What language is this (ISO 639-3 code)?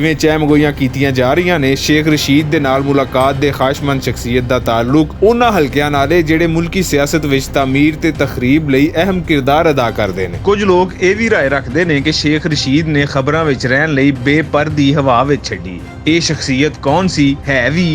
lah